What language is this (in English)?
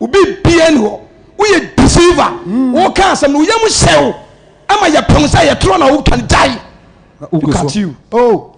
Akan